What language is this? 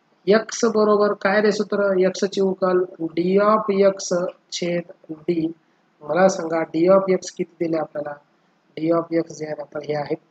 Marathi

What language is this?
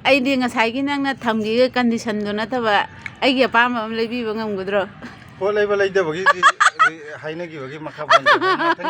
Manipuri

